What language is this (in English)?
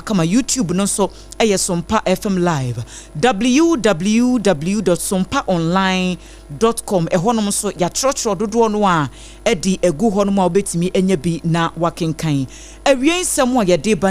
Akan